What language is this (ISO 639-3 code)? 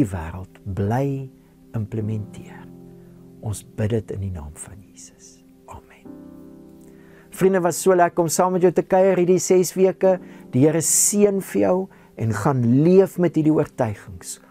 afr